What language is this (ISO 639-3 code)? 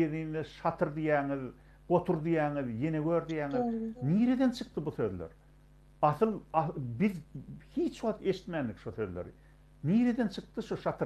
tuk